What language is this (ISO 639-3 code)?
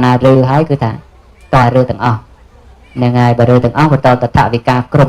khm